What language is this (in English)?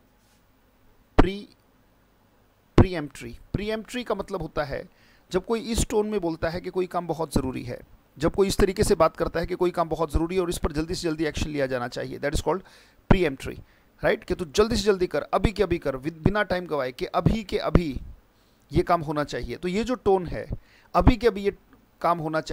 Hindi